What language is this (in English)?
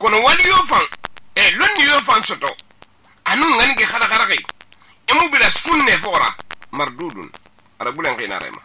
Susu